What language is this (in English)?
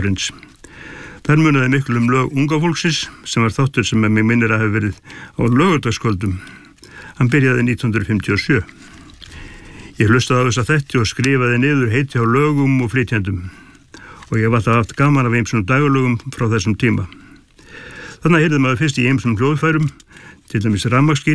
Icelandic